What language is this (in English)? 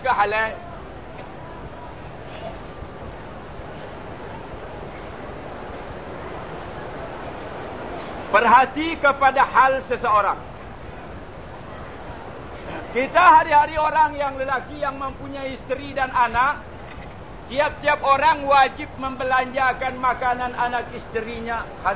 Malay